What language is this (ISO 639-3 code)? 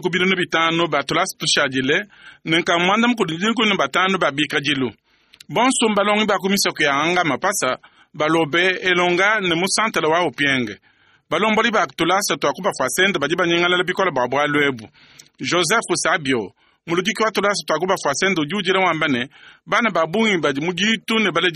lua